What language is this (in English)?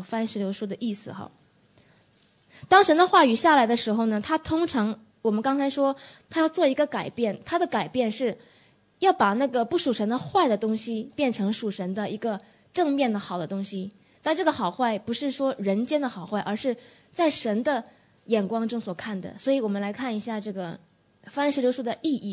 Chinese